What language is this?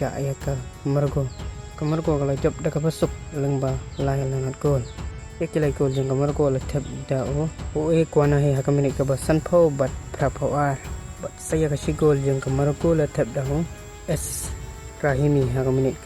Khasi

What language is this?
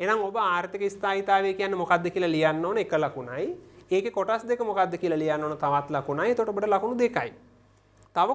Sinhala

